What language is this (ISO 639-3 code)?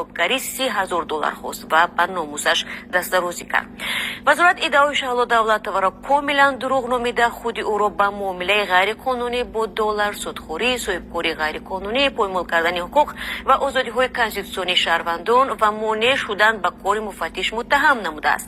tgk